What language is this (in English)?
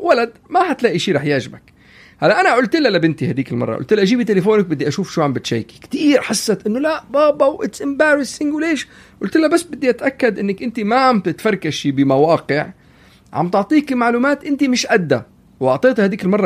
North Levantine Arabic